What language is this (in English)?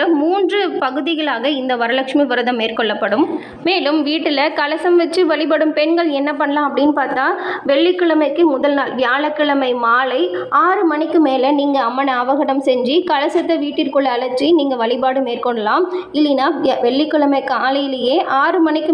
Tamil